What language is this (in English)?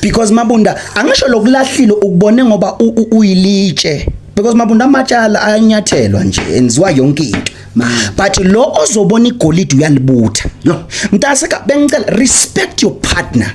Zulu